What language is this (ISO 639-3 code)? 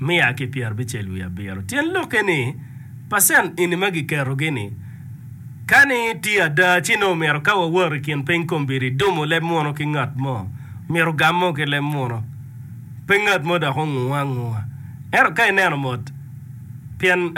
ach